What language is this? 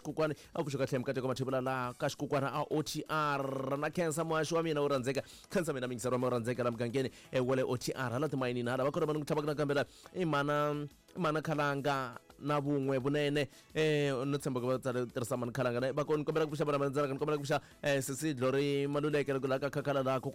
Tsonga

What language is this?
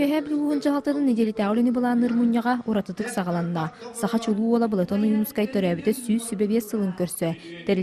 Yakut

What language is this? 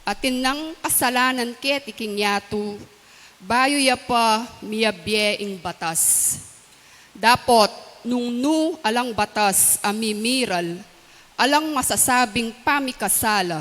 Pampanga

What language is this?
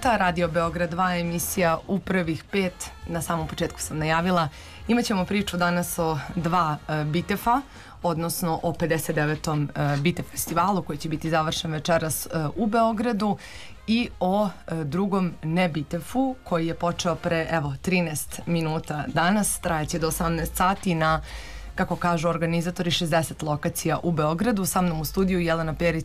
Serbian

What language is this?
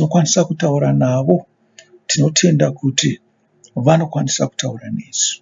Shona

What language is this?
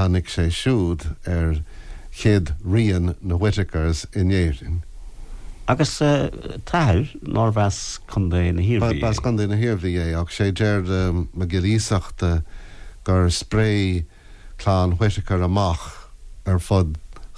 Irish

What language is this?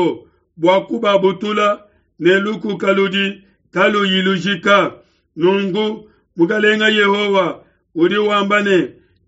Luba-Lulua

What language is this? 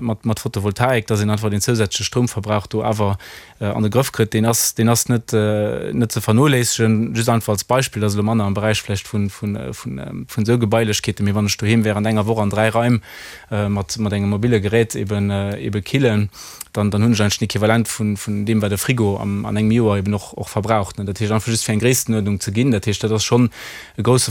Luxembourgish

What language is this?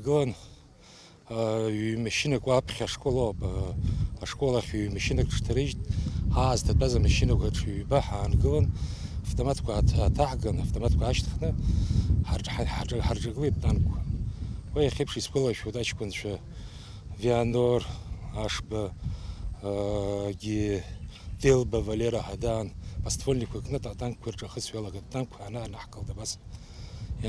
Abkhazian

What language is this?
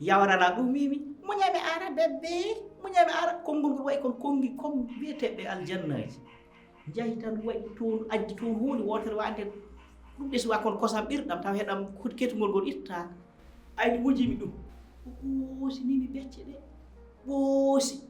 Fula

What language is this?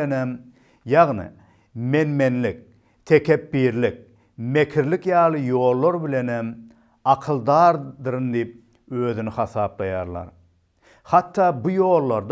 Turkmen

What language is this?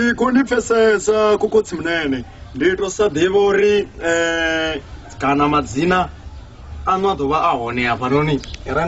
Venda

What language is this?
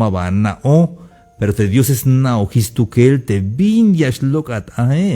Tzeltal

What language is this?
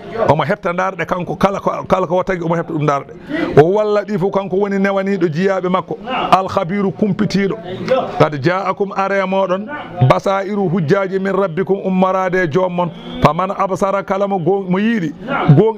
Fula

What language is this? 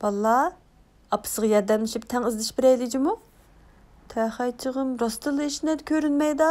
Uyghur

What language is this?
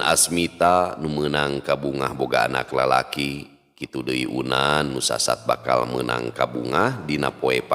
Sundanese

